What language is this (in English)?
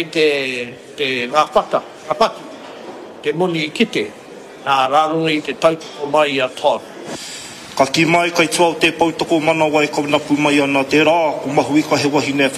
Māori